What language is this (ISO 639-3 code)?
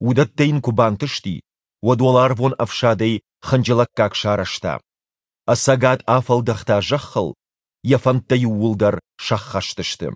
oss